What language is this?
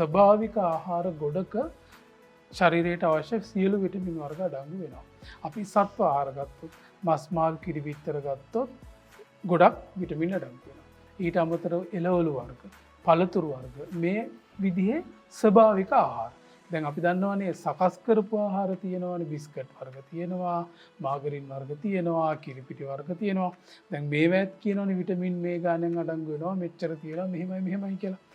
Sinhala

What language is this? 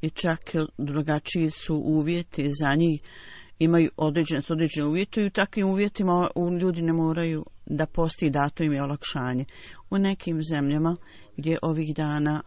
Bosnian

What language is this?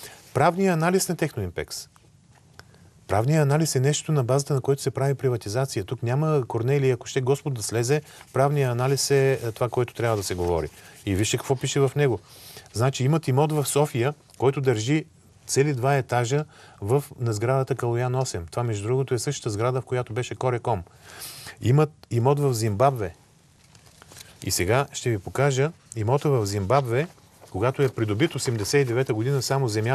Bulgarian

